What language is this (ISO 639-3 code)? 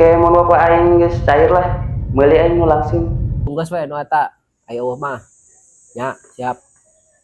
sun